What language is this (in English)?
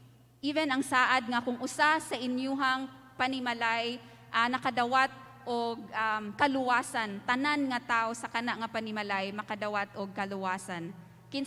Cebuano